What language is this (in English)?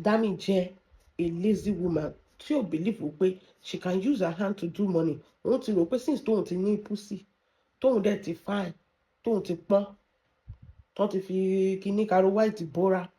Yoruba